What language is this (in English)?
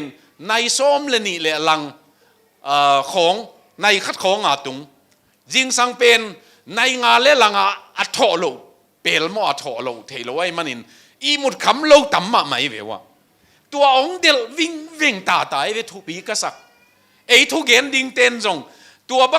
Tedim Chin